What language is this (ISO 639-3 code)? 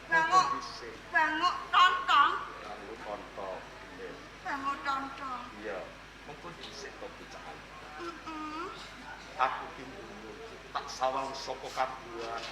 jav